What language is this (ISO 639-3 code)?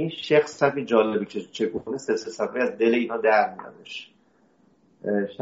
fas